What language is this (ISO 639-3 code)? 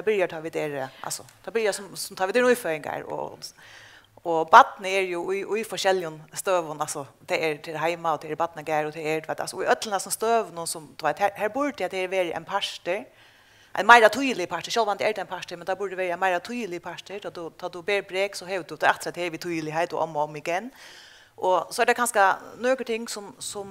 fao